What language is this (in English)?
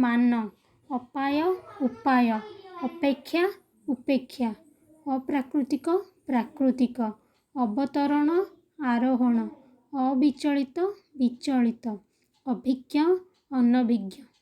Odia